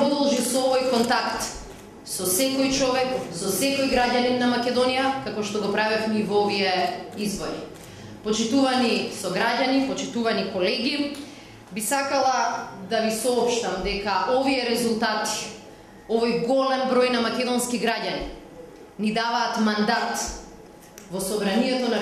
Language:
Macedonian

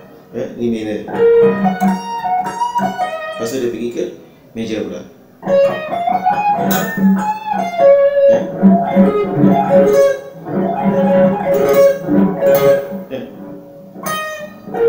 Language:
Malay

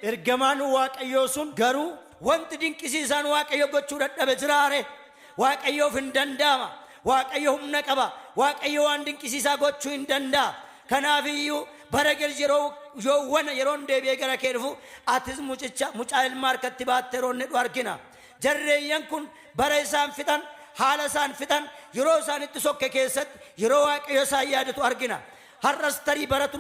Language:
Oromo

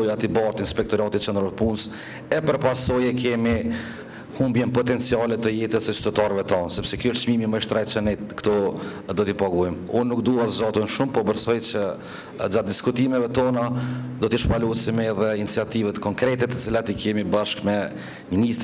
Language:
Albanian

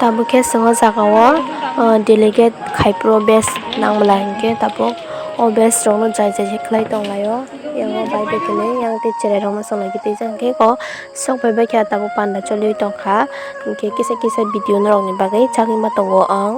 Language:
Kok Borok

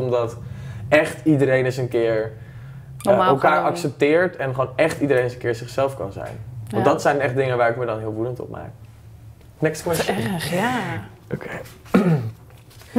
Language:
Dutch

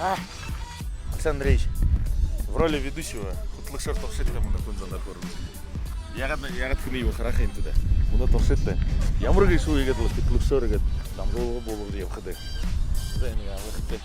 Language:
Buriat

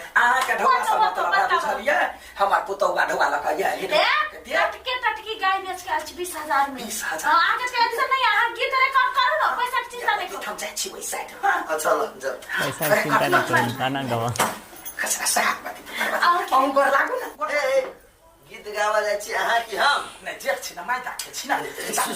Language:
Maithili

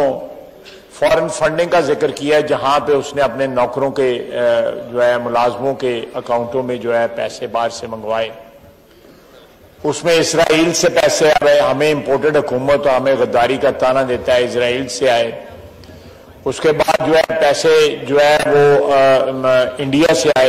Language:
Urdu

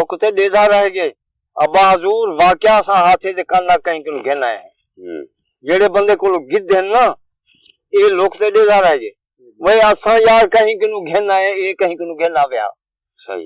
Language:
Saraiki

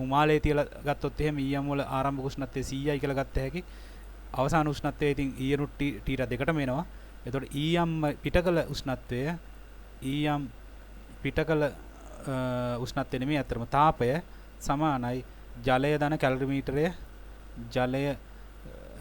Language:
Sinhala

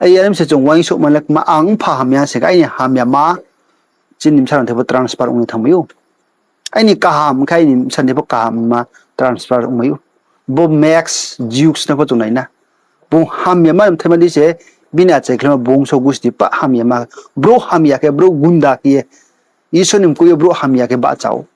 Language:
Riang (India)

